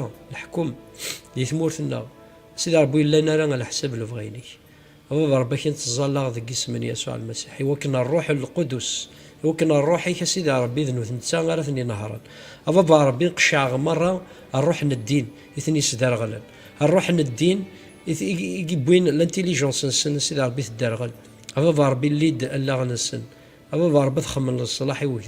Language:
Kabyle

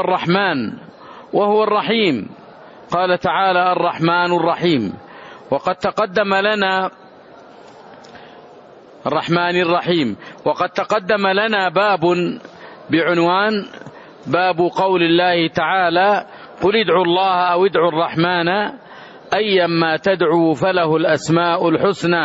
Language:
Arabic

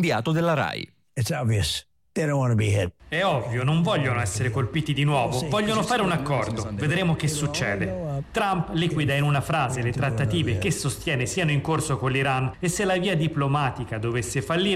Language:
Italian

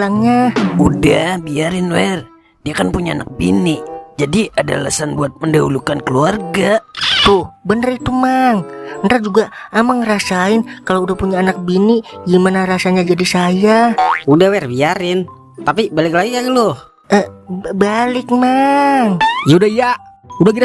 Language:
Betawi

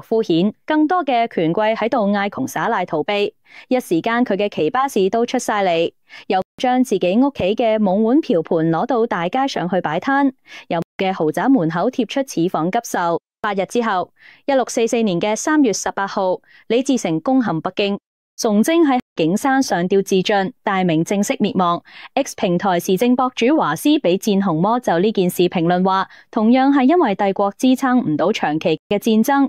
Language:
Cantonese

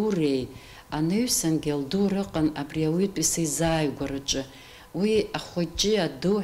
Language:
Abkhazian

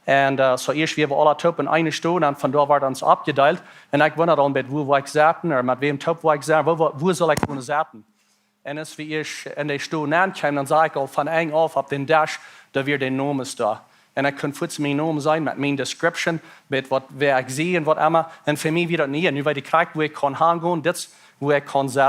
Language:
Plautdietsch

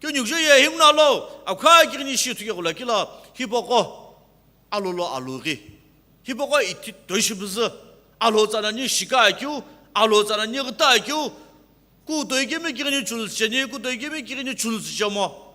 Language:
Sumi Naga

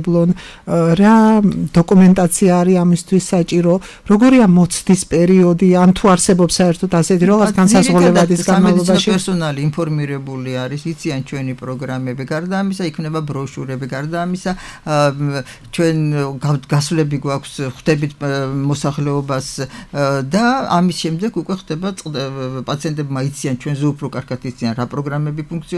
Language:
Georgian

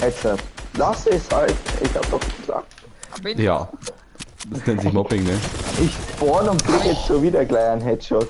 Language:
Bavarian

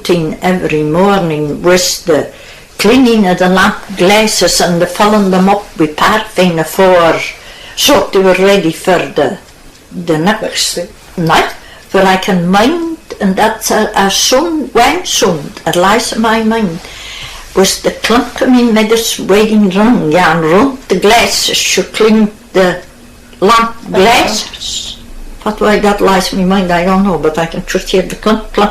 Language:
Scots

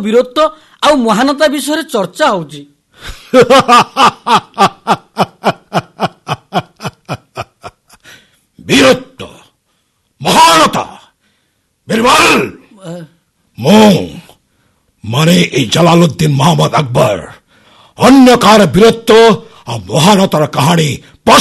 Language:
Odia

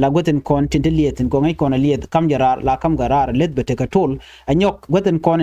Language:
Nuer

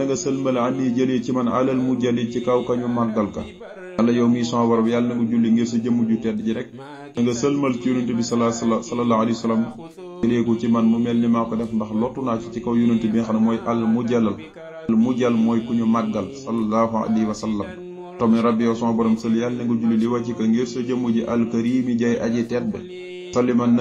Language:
Wolof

